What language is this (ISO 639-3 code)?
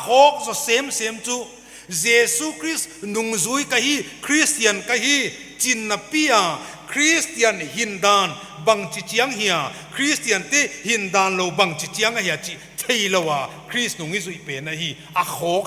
pck